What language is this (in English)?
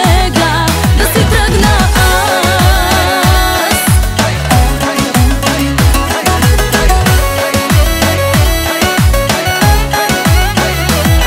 Bulgarian